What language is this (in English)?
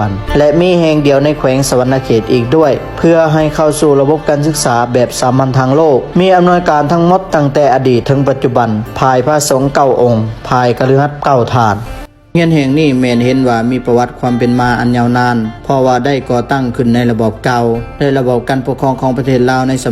Lao